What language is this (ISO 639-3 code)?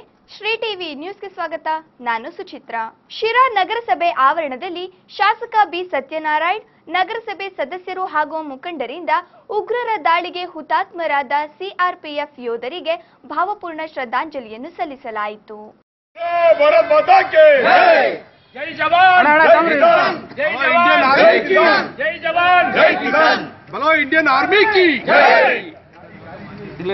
kan